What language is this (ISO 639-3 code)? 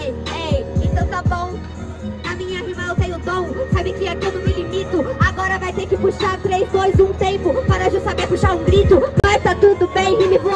por